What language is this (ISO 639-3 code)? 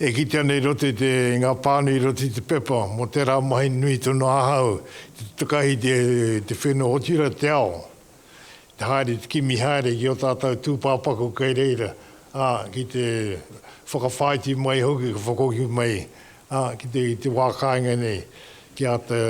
mri